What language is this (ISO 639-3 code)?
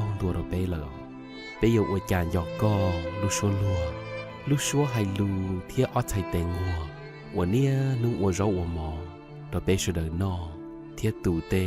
hmn